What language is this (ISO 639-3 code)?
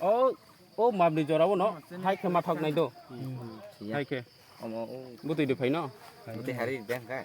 trp